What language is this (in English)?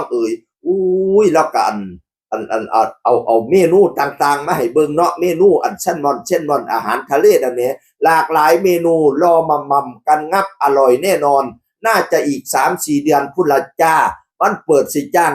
Northeastern Thai